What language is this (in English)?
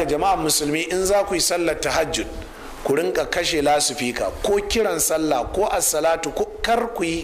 Hausa